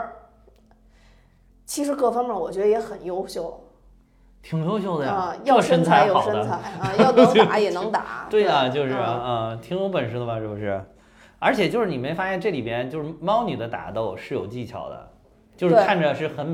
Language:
Chinese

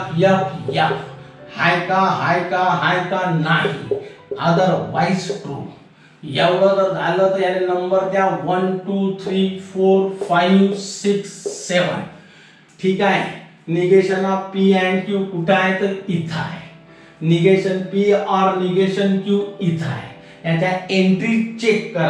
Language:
Marathi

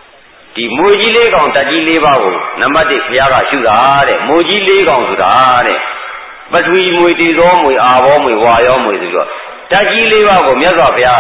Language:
Burmese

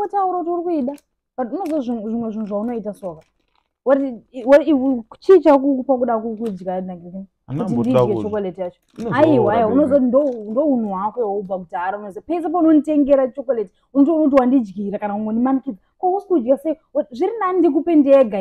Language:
Shona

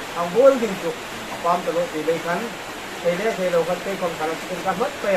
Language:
Hmar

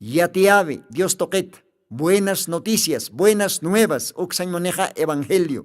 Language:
Aymara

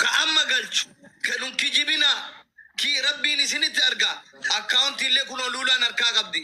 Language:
Oromo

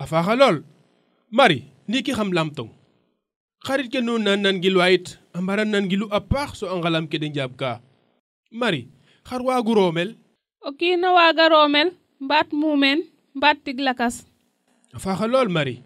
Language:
Serer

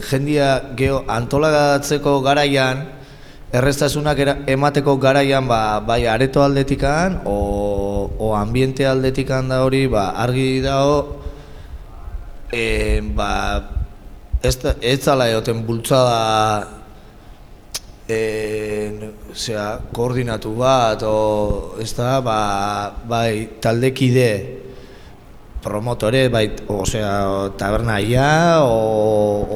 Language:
Basque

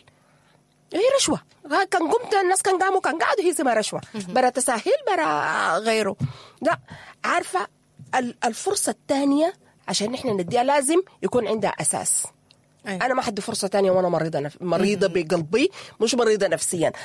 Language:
Sudanese Arabic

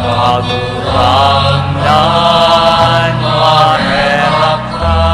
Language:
Bikol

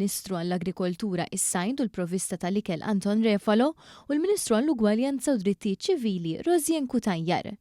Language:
Maltese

